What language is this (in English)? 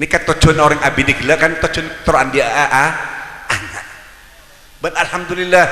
Madurese